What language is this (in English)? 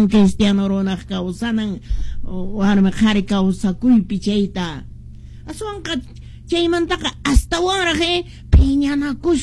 Quechua